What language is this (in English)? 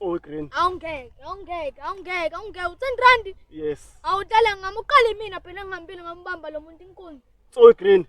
Zulu